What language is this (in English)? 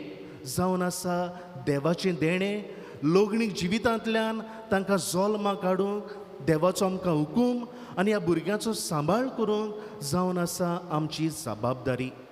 Konkani